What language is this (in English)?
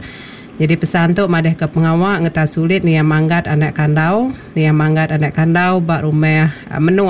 Iban